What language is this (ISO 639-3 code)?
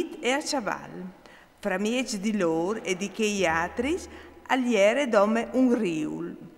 fur